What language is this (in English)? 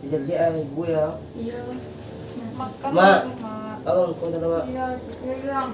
Minangkabau